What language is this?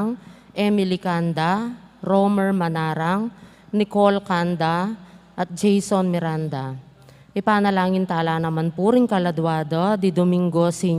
Pampanga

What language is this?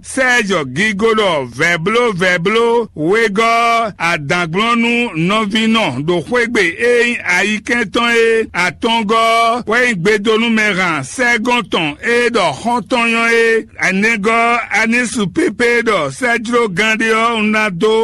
Fon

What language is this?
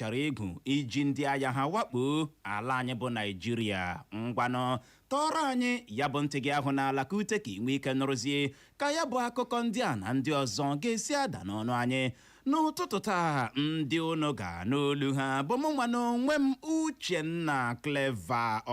Igbo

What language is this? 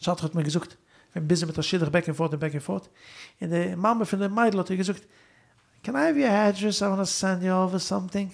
Yiddish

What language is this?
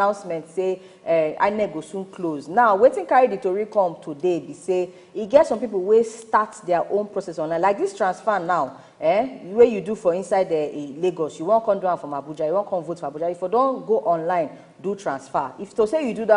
Nigerian Pidgin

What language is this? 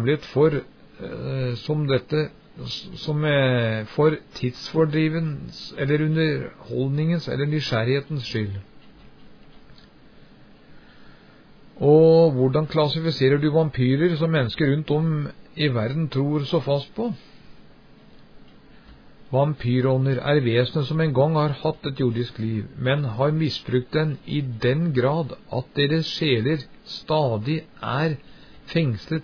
Norwegian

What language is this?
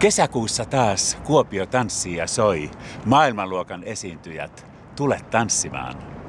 Finnish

